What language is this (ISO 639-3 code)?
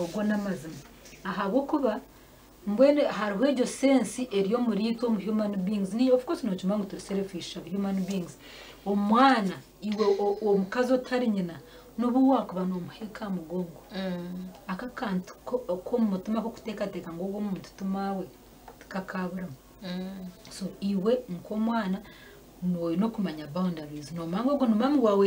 nyn